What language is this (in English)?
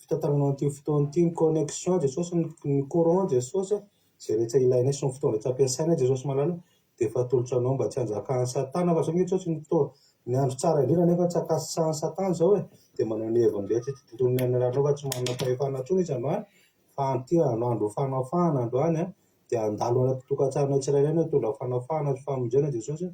Malagasy